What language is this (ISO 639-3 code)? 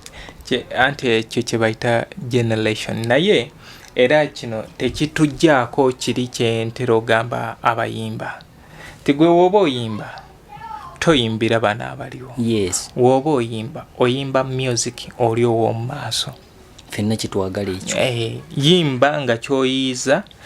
lug